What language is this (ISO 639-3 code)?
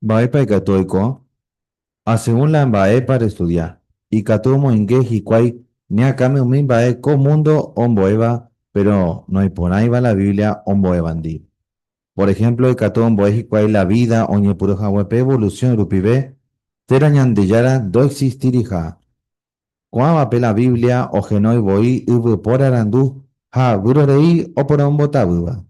grn